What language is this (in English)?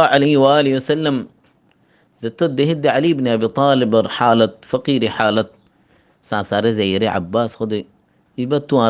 Rohingya